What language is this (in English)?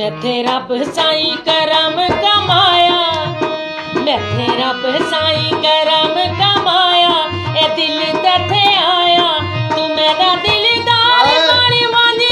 Saraiki